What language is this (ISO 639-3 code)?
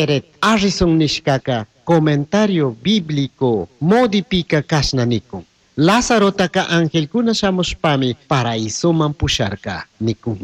qug